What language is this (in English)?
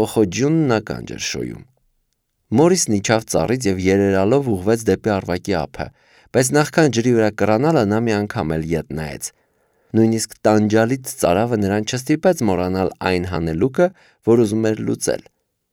Armenian